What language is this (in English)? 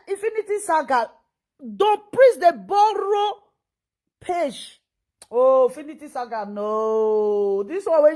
Nigerian Pidgin